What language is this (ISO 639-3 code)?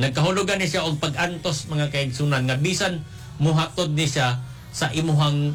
ceb